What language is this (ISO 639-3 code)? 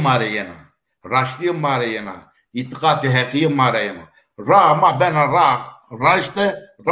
zza